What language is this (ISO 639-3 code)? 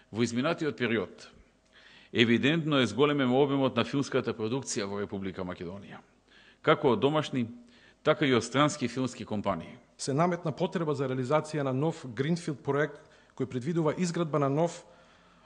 mkd